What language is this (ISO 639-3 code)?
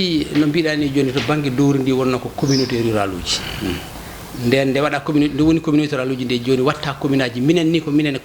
ful